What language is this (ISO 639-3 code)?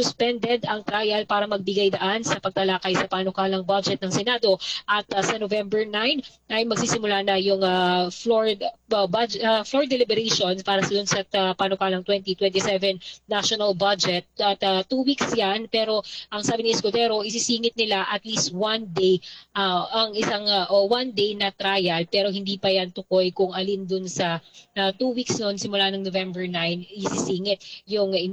fil